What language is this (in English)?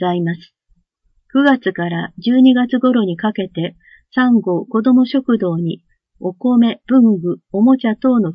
Japanese